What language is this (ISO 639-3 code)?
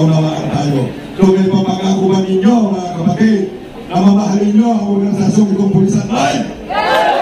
fil